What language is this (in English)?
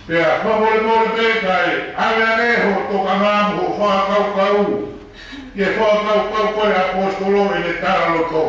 Tongan